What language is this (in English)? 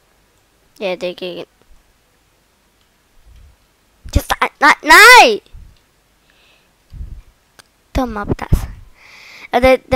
Danish